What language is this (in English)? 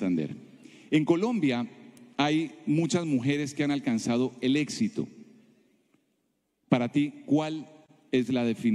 Spanish